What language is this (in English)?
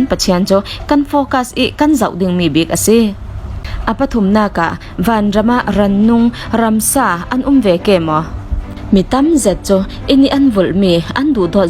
Falam Chin